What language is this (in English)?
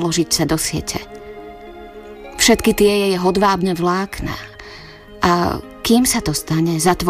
Slovak